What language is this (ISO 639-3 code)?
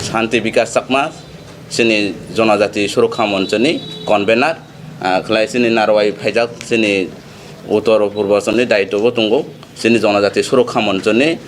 trp